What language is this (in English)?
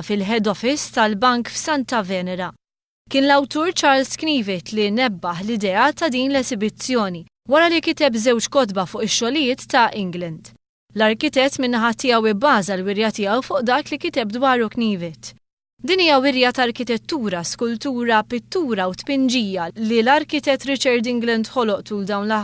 Maltese